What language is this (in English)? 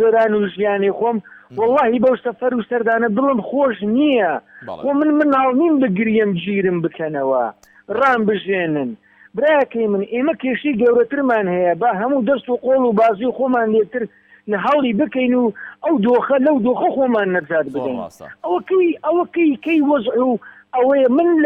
Central Kurdish